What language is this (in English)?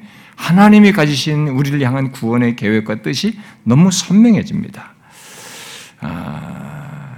Korean